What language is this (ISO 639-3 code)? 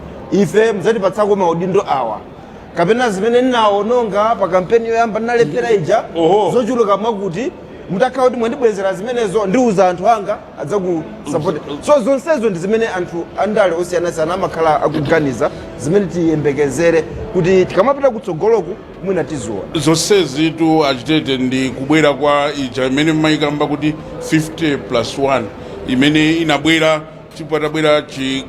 nya